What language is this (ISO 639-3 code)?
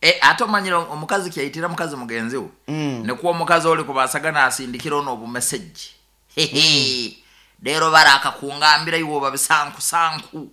nyo